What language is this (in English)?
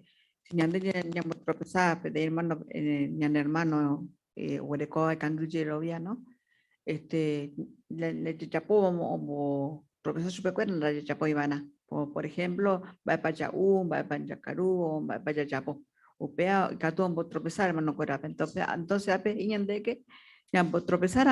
Guarani